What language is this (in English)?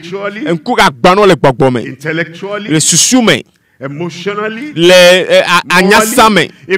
Ewe